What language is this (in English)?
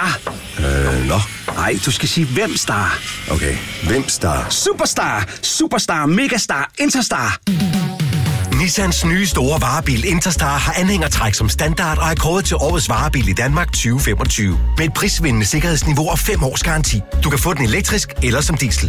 Danish